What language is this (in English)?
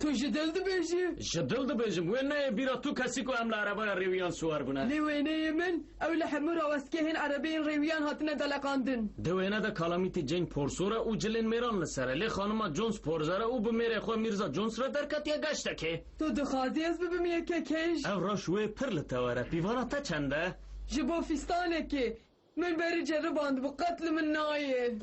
Kurdish